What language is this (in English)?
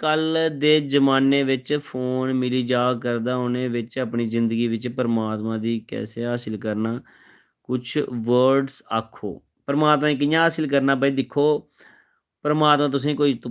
Dogri